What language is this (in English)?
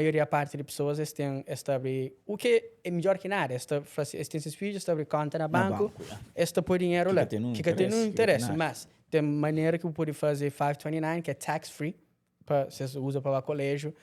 Kabuverdianu